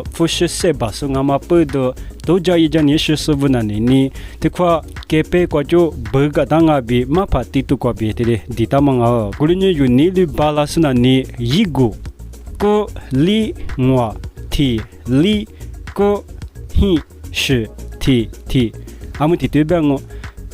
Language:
Lisu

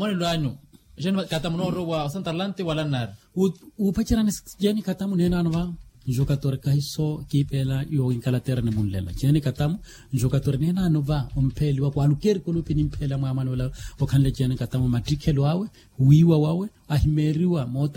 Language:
Makhuwa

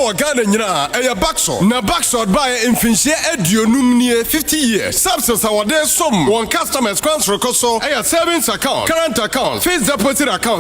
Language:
Akan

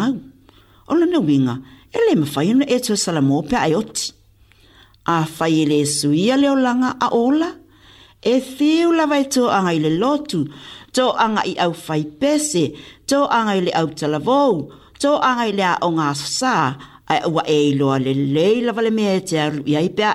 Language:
Samoan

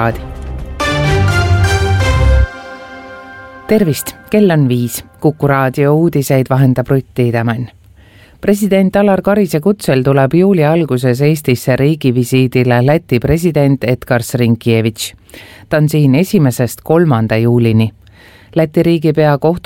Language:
Estonian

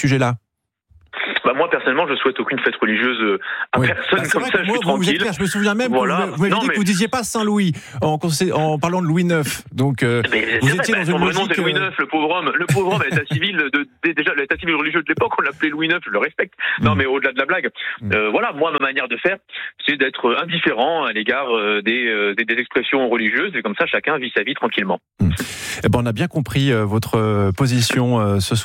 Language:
French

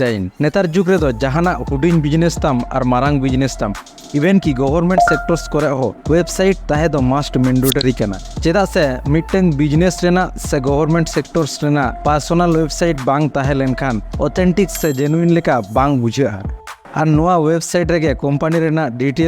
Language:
Santali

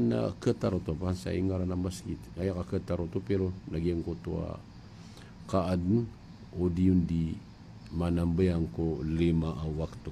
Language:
Maranao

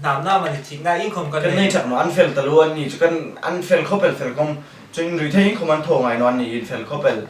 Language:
Hmar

